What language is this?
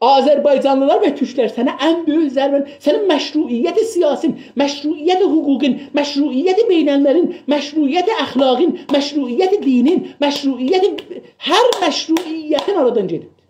South Azerbaijani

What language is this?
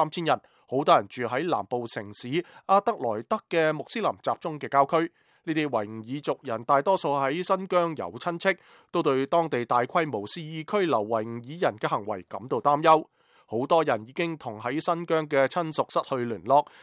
Cantonese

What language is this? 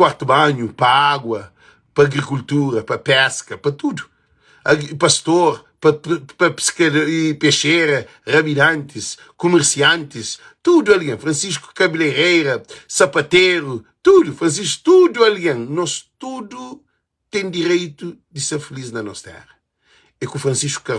Kabuverdianu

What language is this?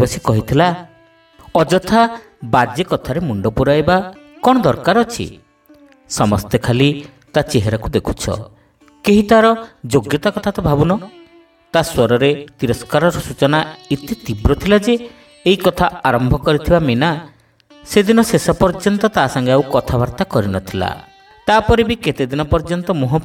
Odia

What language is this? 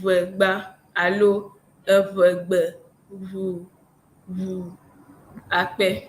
Ewe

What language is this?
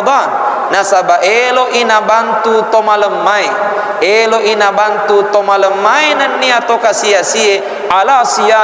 Buginese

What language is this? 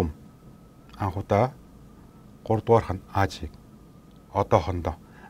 Mongolian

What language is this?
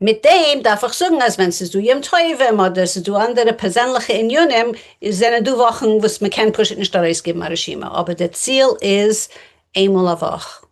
Yiddish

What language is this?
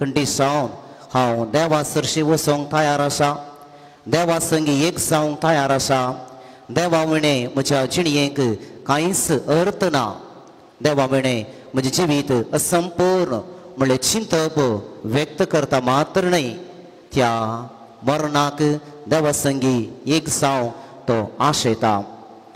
Konkani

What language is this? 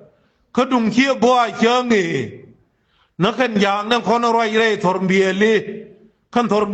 Nuer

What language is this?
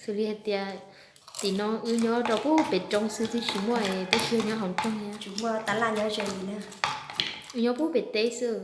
Hmong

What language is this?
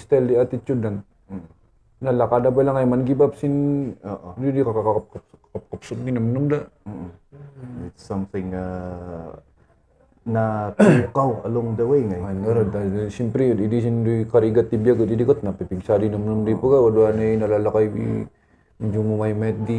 Kankanaey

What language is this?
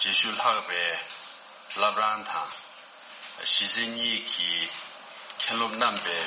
Tibetan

